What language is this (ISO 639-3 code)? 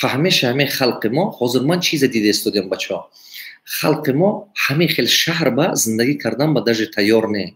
tgk